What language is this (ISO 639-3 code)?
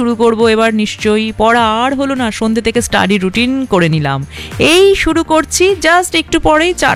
ben